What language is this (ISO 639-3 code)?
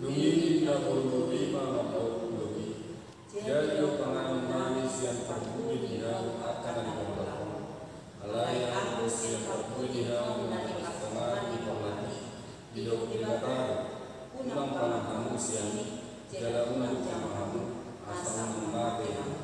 bbc